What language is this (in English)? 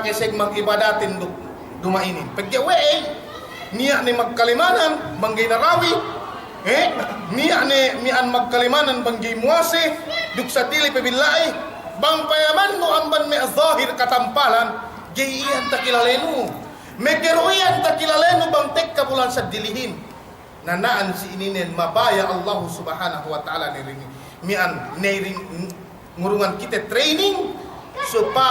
Yakan